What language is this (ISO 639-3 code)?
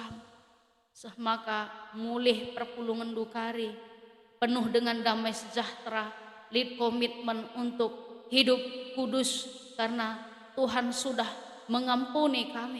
btx